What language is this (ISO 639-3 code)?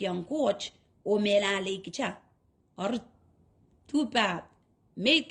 pon